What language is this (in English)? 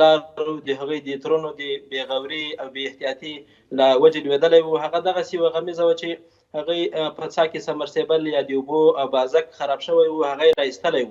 Pashto